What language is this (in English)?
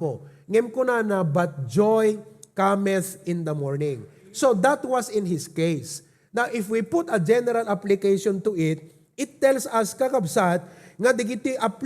Iloko